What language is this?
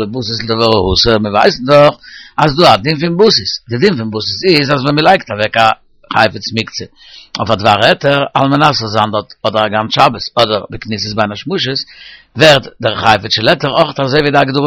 Yiddish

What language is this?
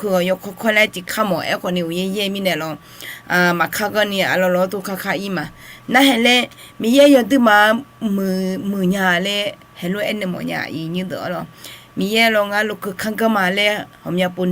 Akha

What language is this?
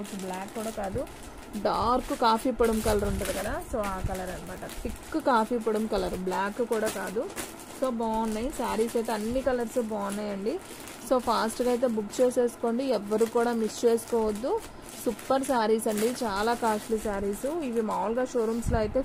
Telugu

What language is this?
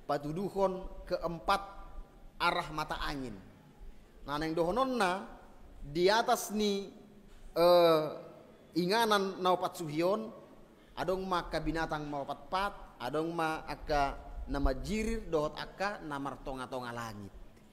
Batak Toba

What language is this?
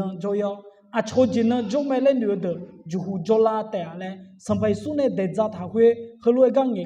Akha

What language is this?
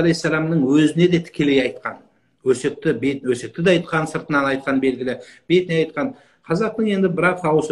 Kazakh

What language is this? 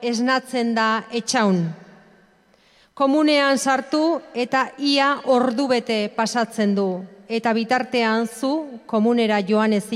Basque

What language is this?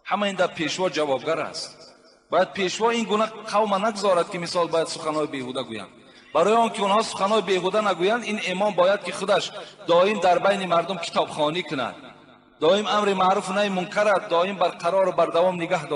Tajik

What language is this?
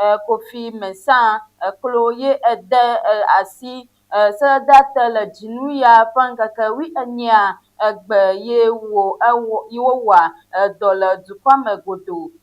Ewe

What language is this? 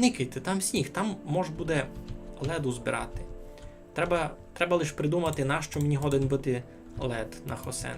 Rusyn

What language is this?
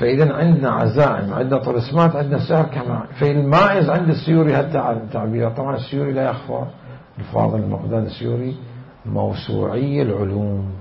Mesopotamian Arabic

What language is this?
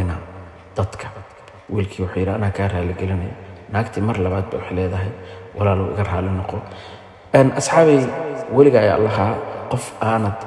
Somali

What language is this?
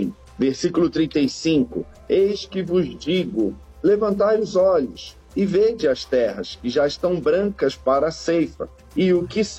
Portuguese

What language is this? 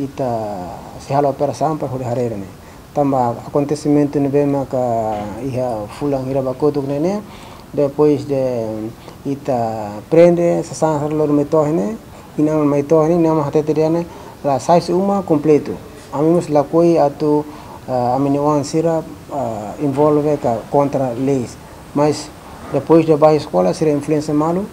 Tetum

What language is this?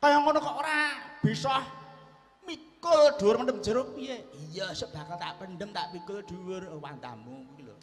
Javanese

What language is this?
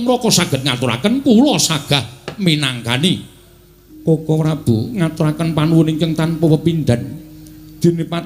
Javanese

